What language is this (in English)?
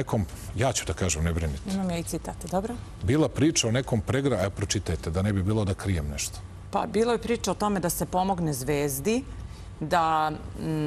Serbian